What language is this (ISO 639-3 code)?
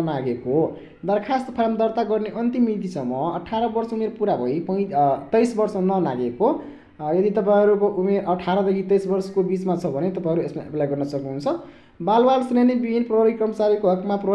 nep